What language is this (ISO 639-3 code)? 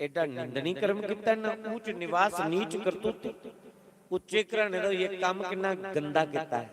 doi